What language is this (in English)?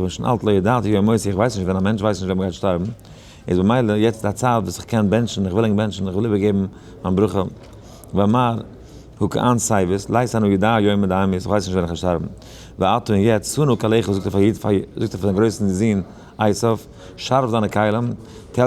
Yiddish